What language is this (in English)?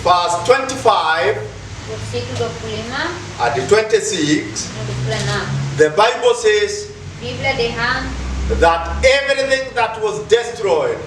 Tetum